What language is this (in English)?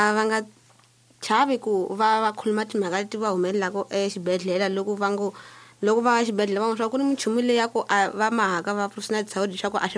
Tsonga